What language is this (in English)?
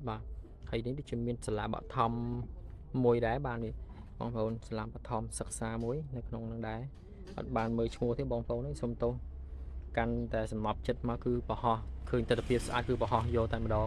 Khmer